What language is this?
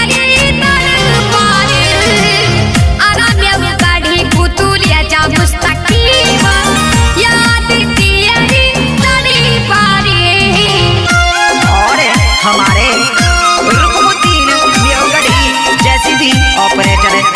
Mewati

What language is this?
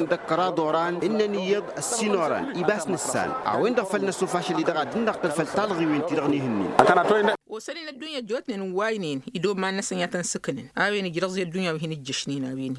Tamasheq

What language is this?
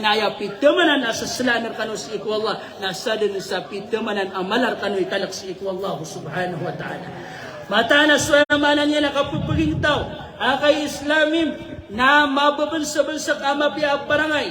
Maranao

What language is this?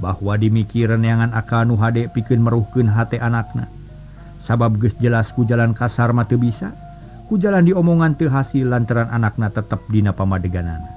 Sundanese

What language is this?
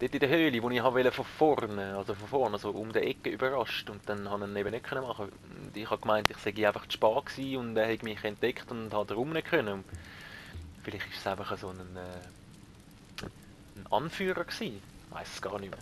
Swiss German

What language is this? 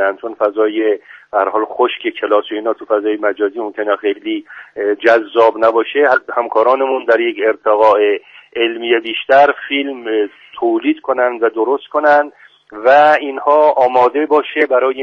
Persian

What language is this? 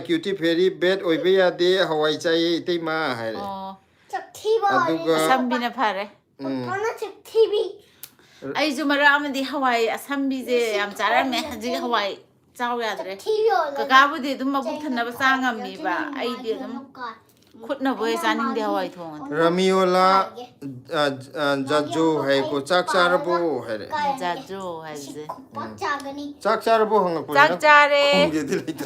Manipuri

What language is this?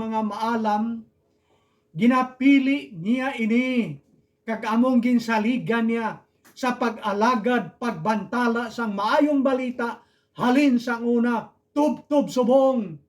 Hiligaynon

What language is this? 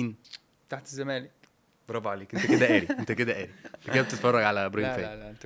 Egyptian Arabic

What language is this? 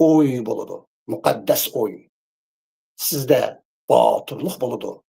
Uyghur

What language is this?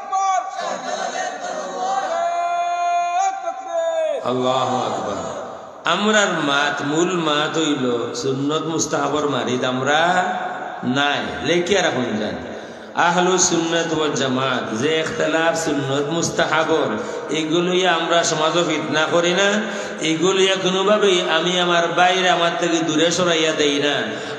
Sylheti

